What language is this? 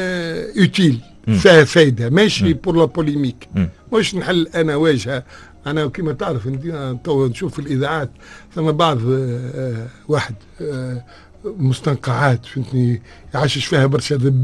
Tunisian Arabic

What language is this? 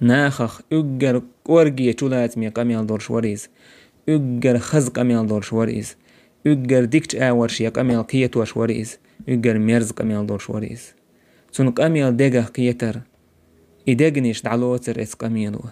Chechen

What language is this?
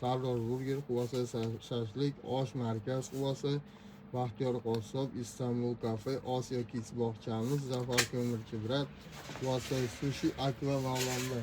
Uzbek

